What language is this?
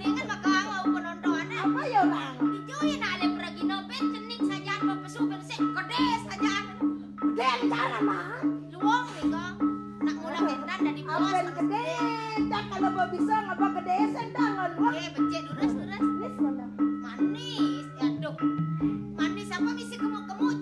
Balinese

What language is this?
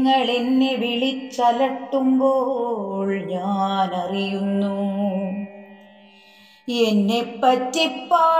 Malayalam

